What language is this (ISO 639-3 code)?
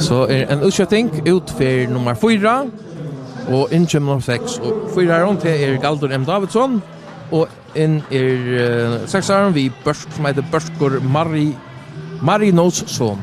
fao